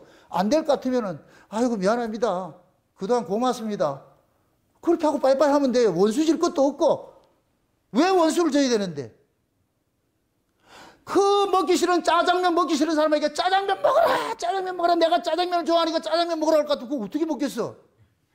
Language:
Korean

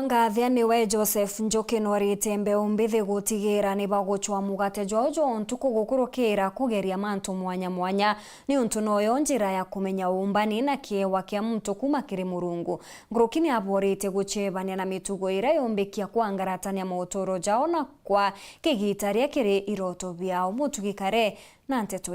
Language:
Meru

